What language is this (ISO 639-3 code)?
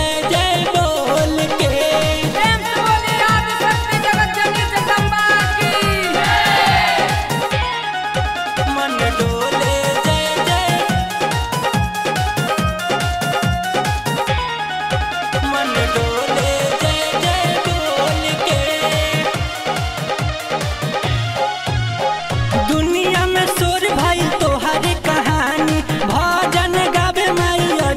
bho